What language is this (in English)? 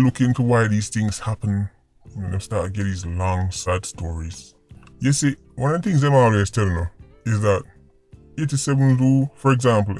Jamaican Creole English